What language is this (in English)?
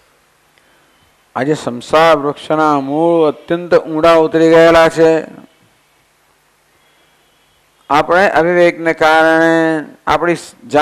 Gujarati